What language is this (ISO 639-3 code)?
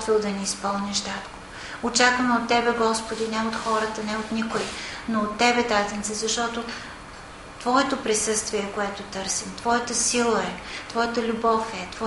bul